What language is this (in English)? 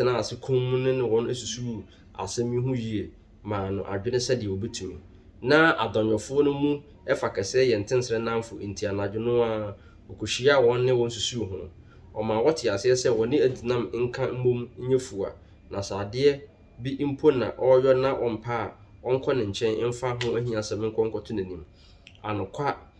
Akan